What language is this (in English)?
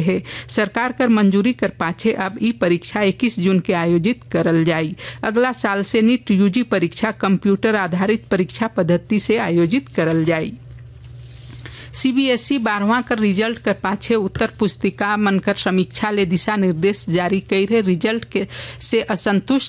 Sadri